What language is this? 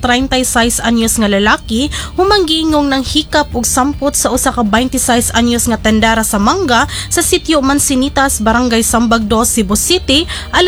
Cebuano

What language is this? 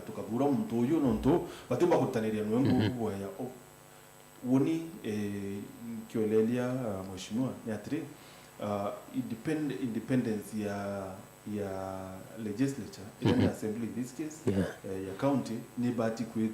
Meru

